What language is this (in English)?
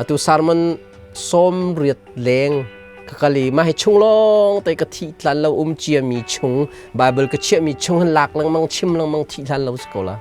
Hakha Chin